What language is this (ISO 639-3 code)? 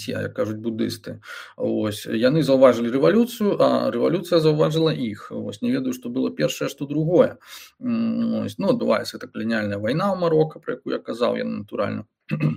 bel